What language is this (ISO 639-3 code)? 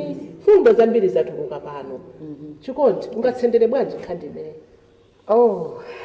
nya